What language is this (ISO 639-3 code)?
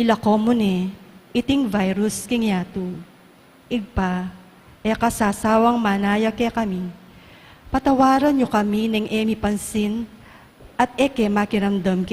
pam